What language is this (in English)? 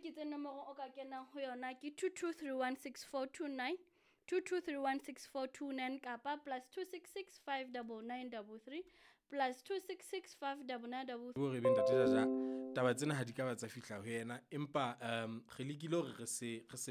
Southern Sotho